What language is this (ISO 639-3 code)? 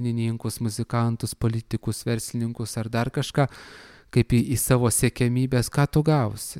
lit